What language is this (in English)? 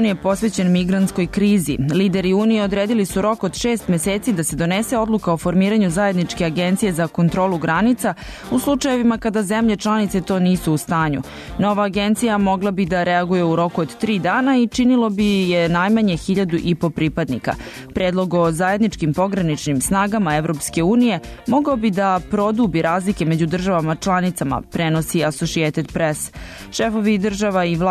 Serbian